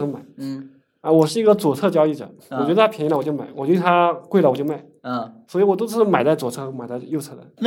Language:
Chinese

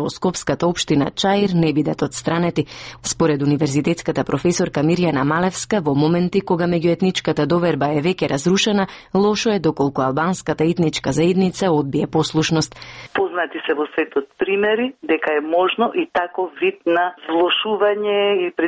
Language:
Macedonian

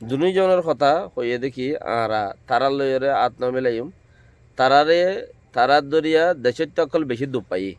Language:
Rohingya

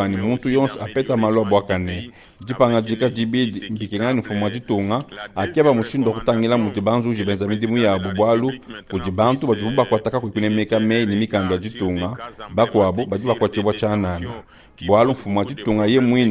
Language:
Luba-Lulua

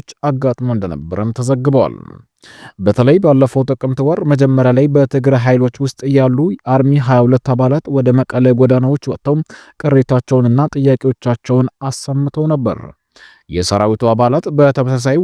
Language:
Amharic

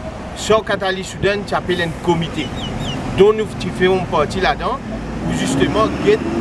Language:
Morisyen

